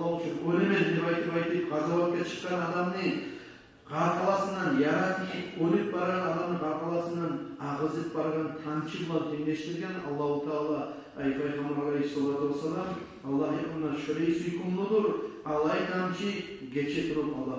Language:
Kumyk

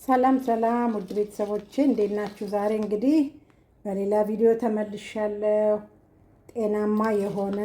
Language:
Amharic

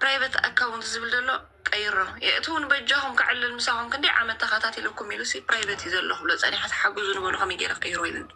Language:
Tigrinya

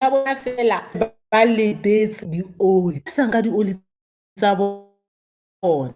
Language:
Southern Sotho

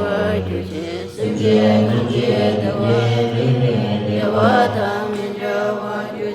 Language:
Tibetan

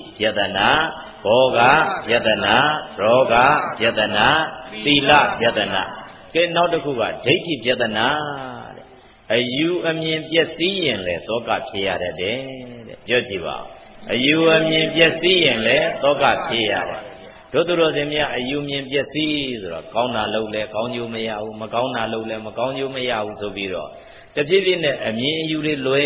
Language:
Burmese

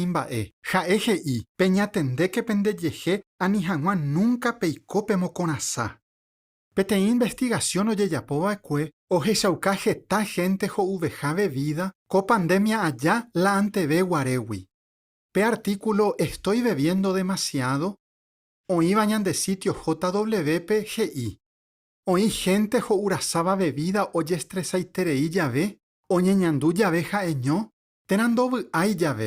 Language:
Guarani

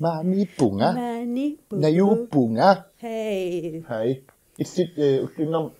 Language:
Kalaallisut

